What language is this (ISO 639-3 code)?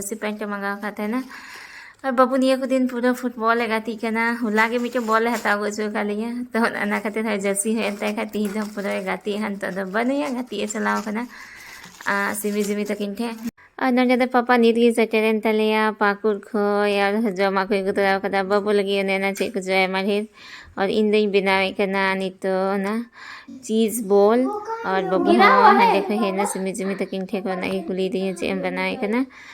sat